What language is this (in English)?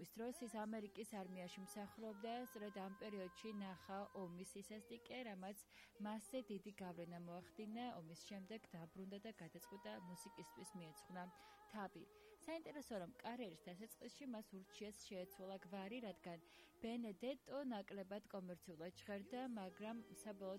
Georgian